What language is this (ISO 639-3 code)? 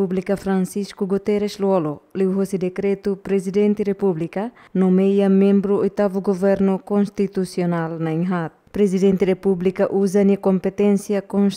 tet